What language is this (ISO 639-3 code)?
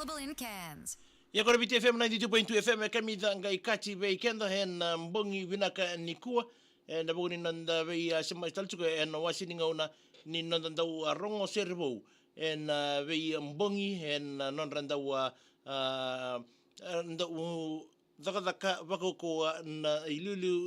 fij